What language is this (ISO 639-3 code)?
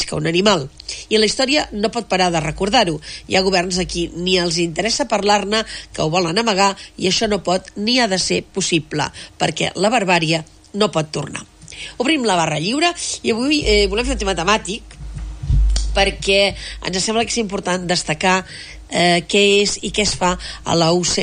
cat